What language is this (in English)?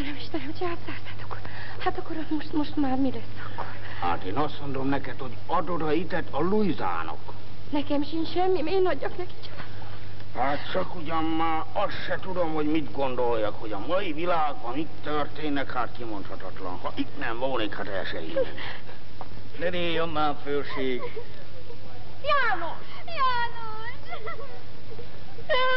Hungarian